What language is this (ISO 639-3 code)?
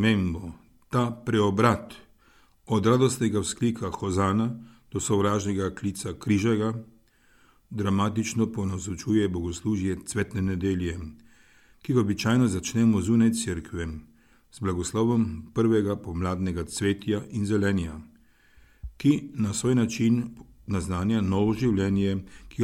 slv